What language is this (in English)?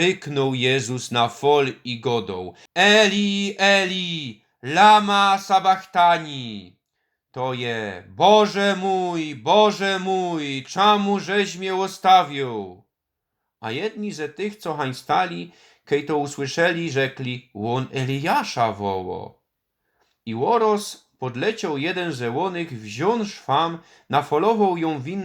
Silesian